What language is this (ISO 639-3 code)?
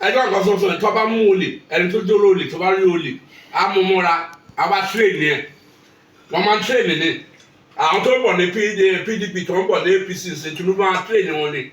yor